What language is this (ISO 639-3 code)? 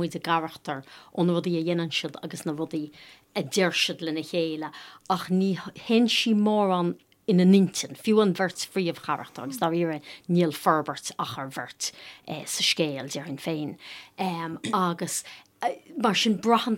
gle